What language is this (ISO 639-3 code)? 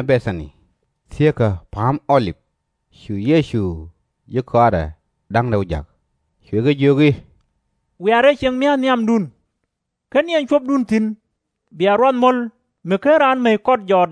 nus